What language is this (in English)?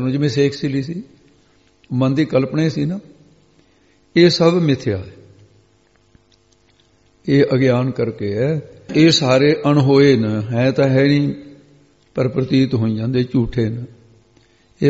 Punjabi